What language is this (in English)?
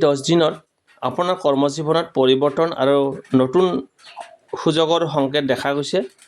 Assamese